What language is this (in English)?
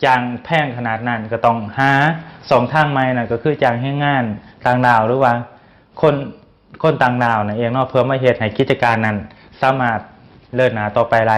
Lao